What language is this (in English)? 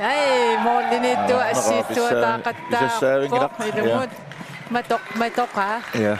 Kalaallisut